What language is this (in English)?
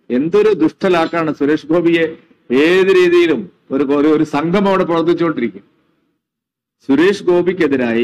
Malayalam